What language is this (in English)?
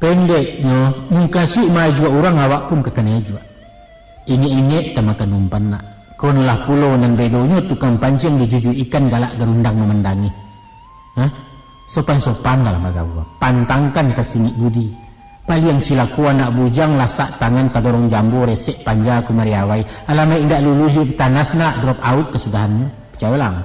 Minangkabau